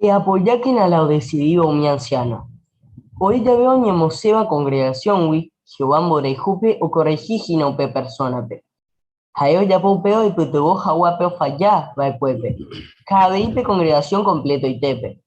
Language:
Guarani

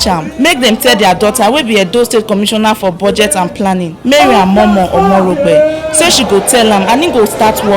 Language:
Nigerian Pidgin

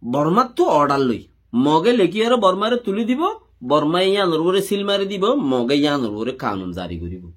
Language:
Rohingya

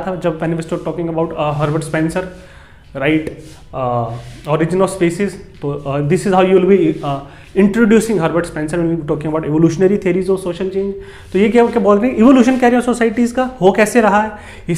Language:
Hindi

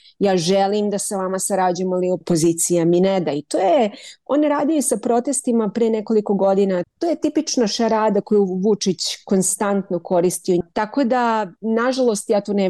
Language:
Serbian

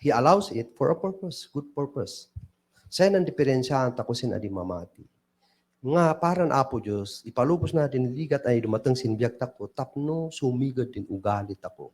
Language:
Kankanaey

